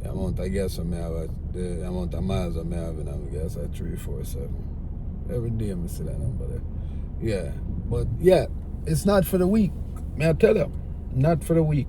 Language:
Jamaican Creole English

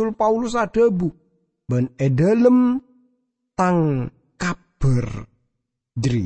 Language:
Madurese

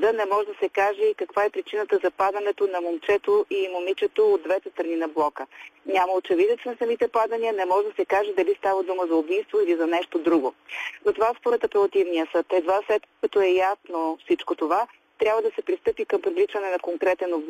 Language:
Bulgarian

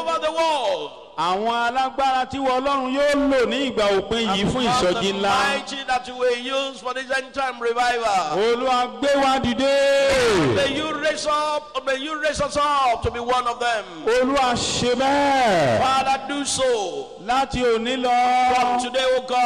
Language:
Yoruba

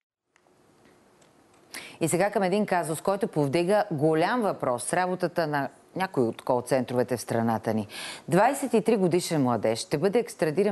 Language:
Bulgarian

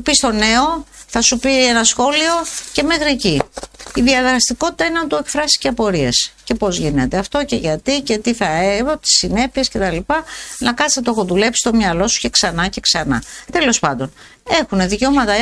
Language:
Greek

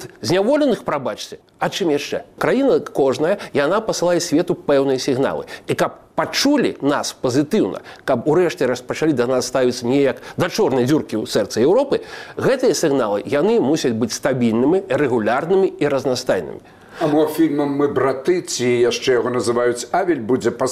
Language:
Belarusian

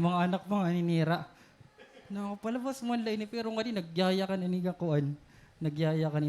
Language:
Waray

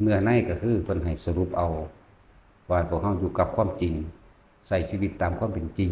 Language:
Lao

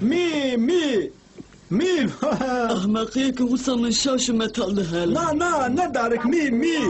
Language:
Kurdish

